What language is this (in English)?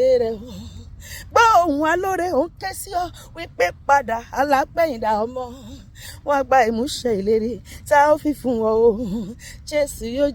Yoruba